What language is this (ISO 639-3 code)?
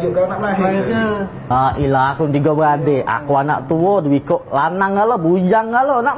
mui